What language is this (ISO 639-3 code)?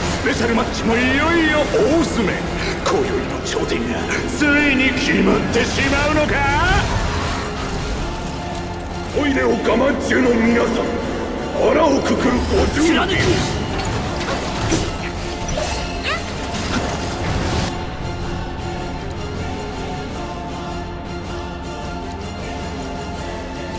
jpn